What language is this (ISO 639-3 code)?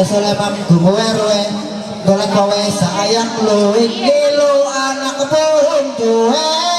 mhy